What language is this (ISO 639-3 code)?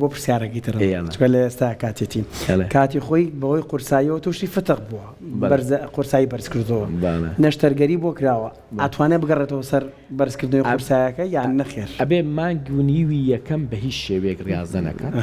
ckb